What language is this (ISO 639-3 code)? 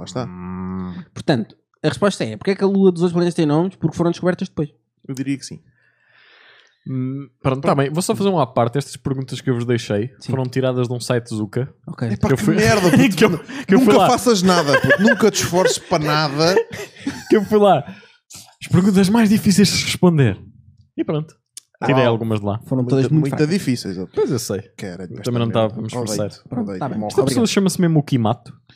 por